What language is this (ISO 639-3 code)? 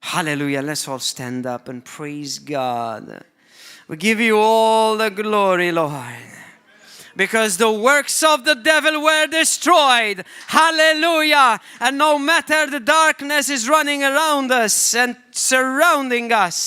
eng